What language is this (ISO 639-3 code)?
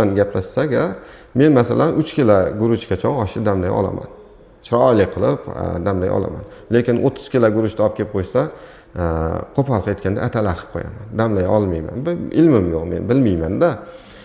uzb